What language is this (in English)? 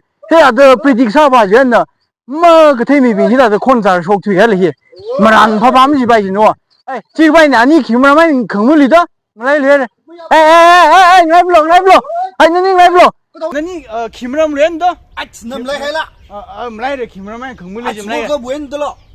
Tangkhul Naga (India)